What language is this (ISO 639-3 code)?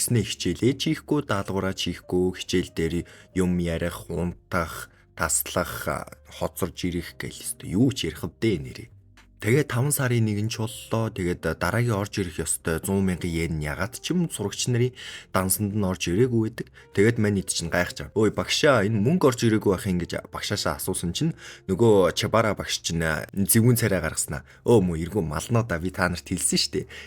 mon